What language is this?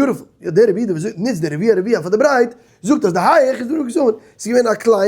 Yiddish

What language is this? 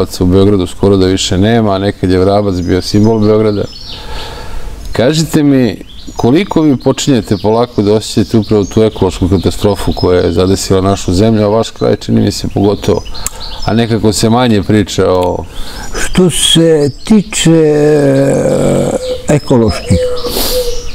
Serbian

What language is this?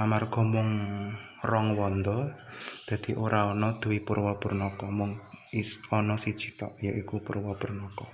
Javanese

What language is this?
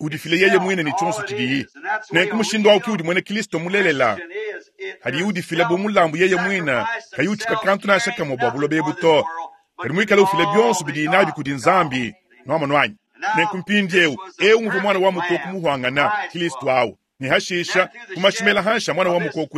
Luba-Lulua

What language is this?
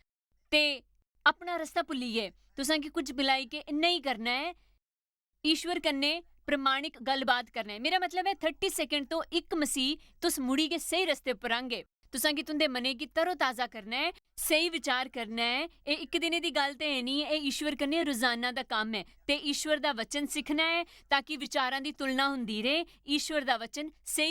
Dogri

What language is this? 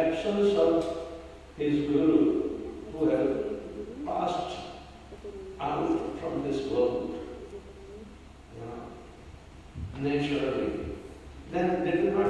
English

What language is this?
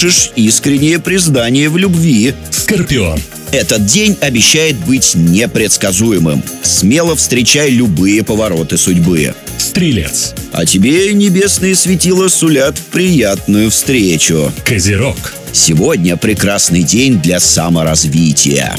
Russian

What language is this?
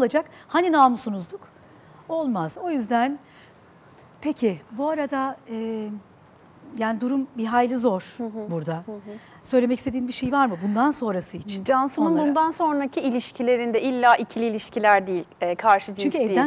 Turkish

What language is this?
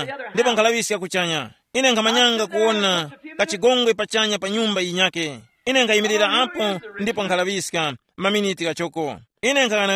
Tumbuka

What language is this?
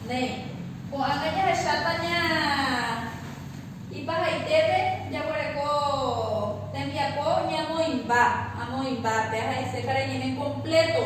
Guarani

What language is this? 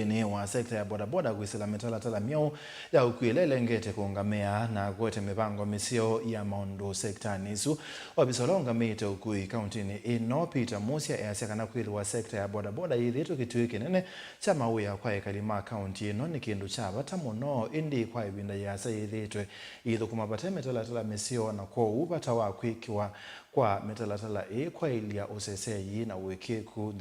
Kamba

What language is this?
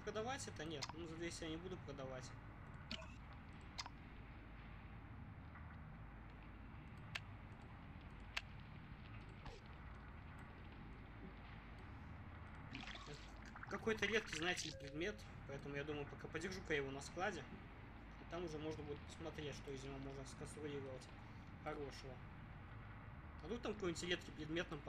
Russian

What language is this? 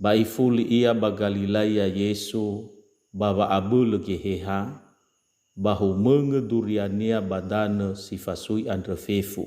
Nias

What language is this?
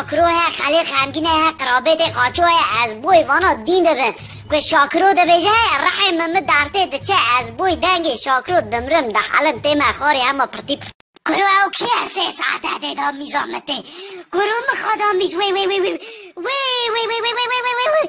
Kurdish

